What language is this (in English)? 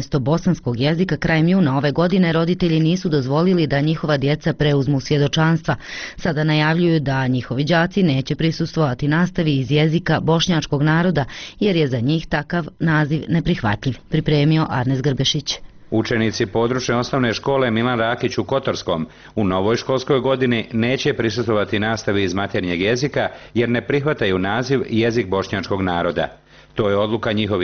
Bosnian